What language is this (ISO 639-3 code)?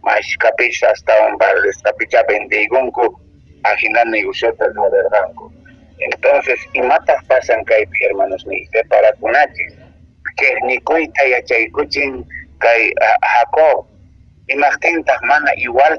que